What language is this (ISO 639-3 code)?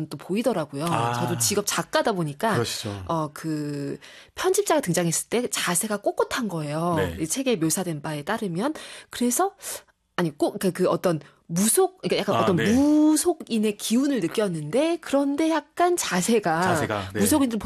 kor